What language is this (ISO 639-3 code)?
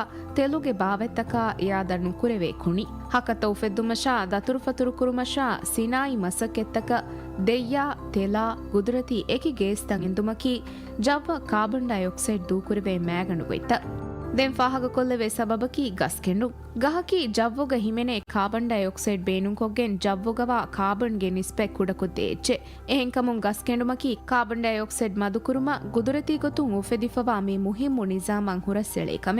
div